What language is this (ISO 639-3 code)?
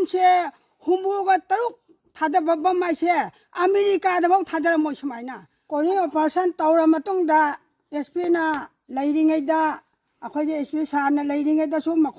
mni